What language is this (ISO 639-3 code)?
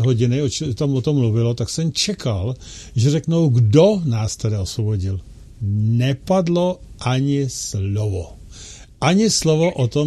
ces